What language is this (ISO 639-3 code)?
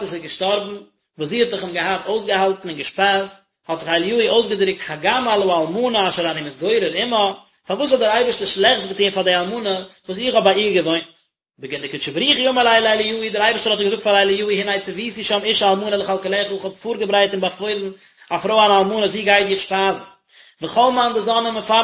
yid